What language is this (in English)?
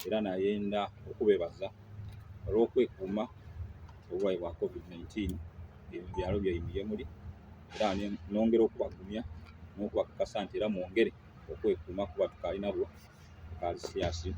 Soga